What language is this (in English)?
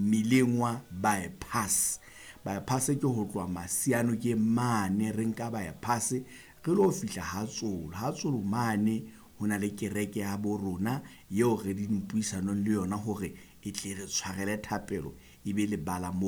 Southern Sotho